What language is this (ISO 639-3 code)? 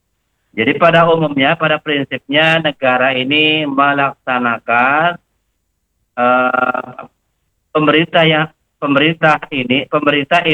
ind